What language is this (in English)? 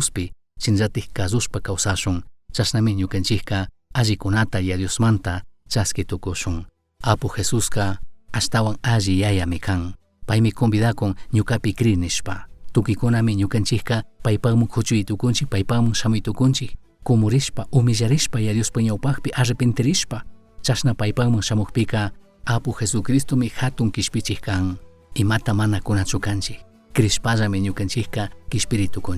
Chimborazo Highland Quichua